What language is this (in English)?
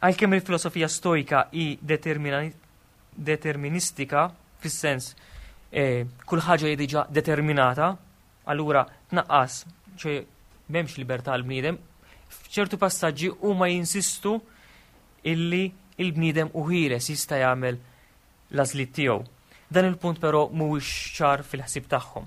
Maltese